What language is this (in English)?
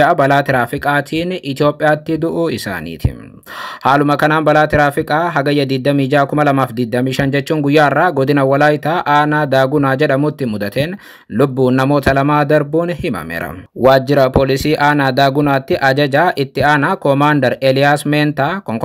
Oromo